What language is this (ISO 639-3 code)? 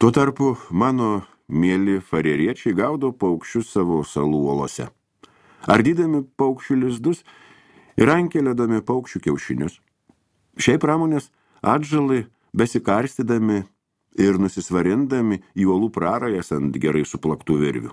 lit